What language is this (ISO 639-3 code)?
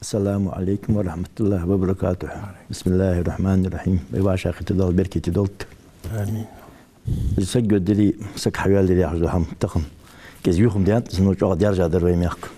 inh